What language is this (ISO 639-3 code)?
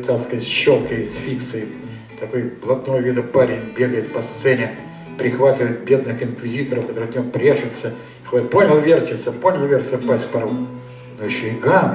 rus